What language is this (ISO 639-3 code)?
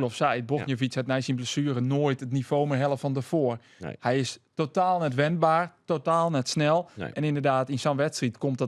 fry